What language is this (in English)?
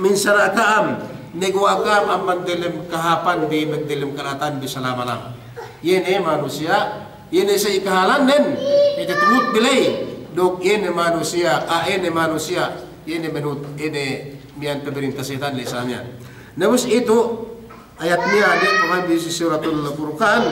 Yakan